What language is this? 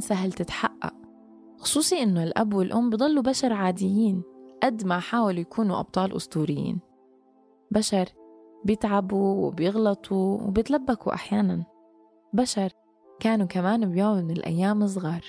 North Levantine Arabic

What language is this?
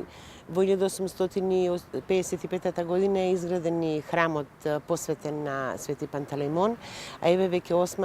Macedonian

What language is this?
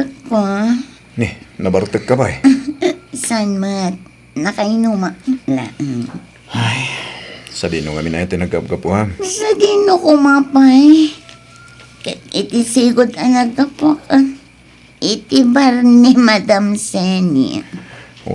Iloko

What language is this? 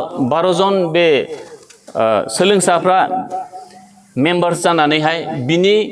Bodo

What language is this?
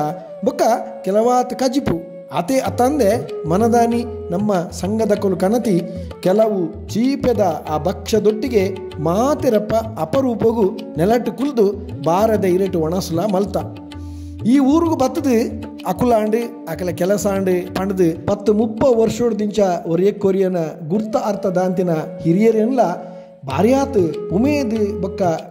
Tulu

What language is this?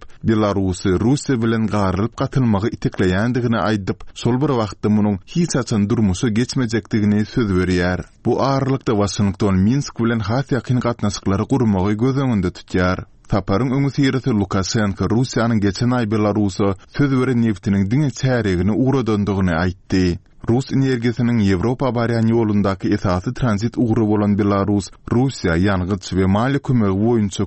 Turkmen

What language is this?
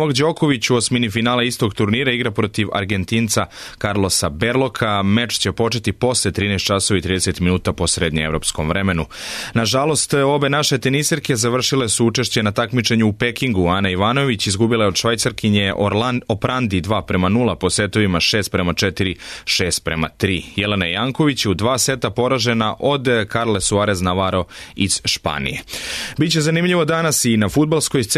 Serbian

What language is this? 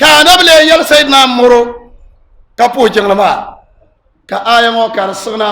Dagbani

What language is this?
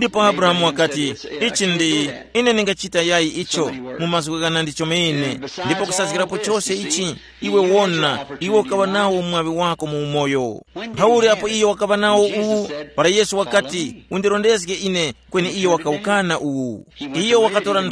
Tumbuka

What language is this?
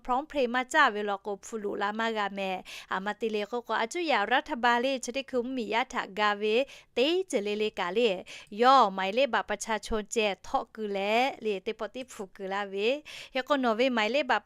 Lahu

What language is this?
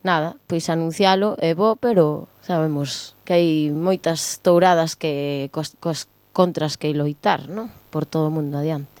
Galician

